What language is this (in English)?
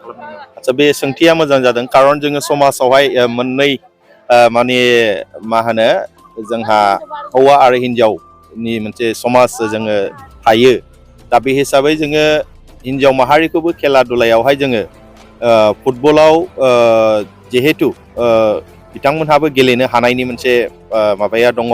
Bodo